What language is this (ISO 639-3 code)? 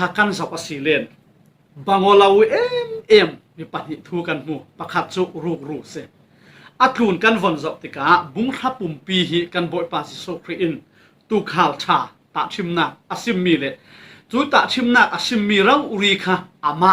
cfm